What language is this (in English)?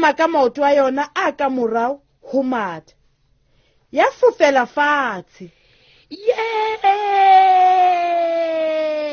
Southern Sotho